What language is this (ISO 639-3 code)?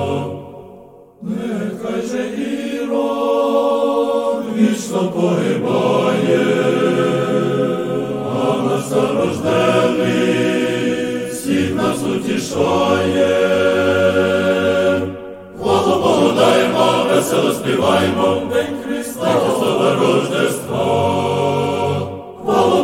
ukr